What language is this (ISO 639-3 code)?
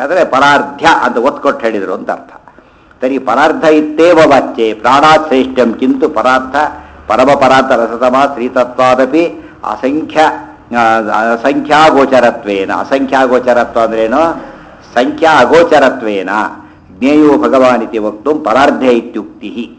kan